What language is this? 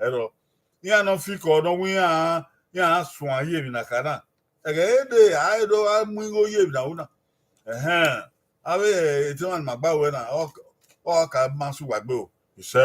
Bini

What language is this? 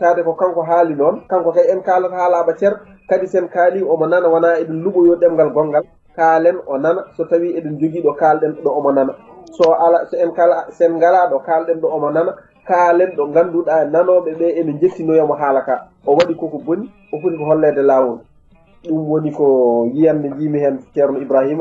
Fula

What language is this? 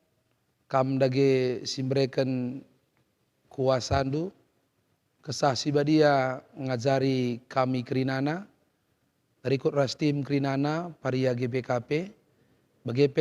Batak Karo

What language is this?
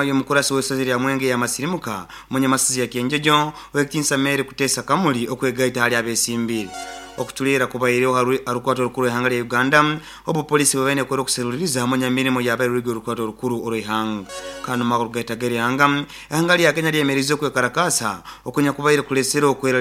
Nyoro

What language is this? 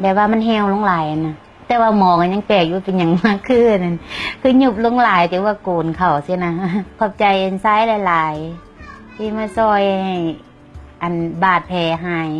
Lao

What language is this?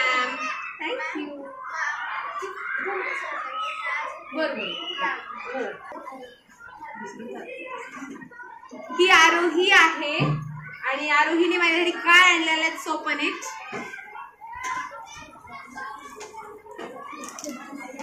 Marathi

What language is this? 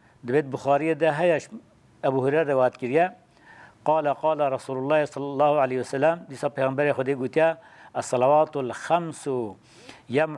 Kurdish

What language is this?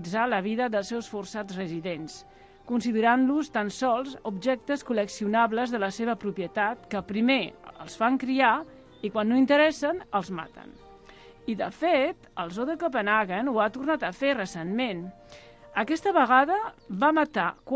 Catalan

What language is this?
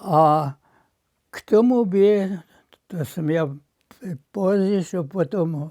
Upper Sorbian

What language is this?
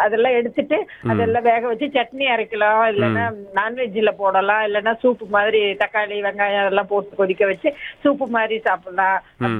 Tamil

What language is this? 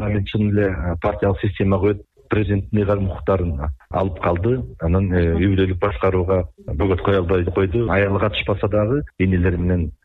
Kyrgyz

